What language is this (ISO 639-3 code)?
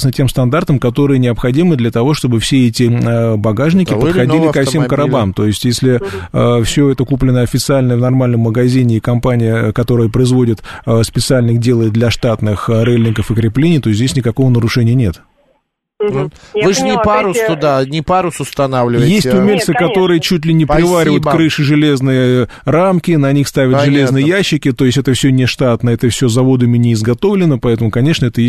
rus